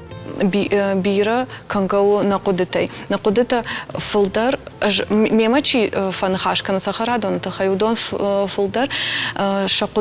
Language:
Ossetic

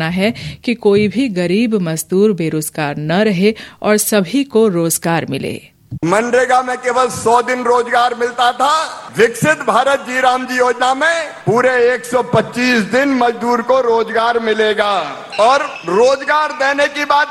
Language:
Hindi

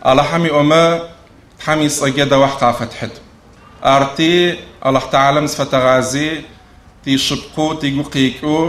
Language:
Adyghe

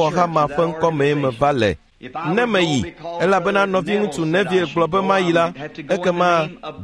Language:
Ewe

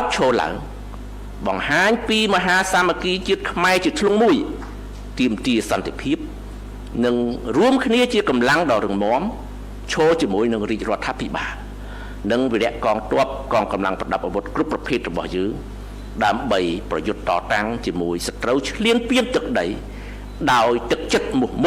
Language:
Khmer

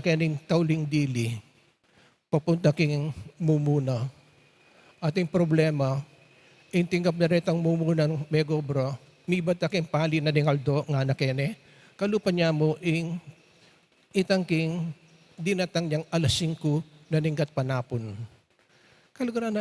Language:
Pampanga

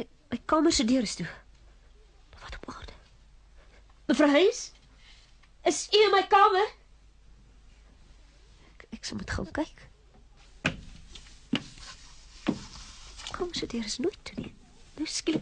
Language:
Afrikaans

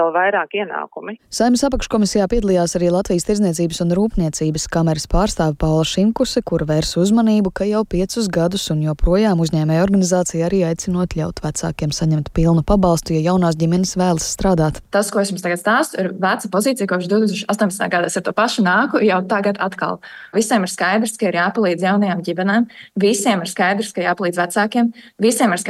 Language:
Latvian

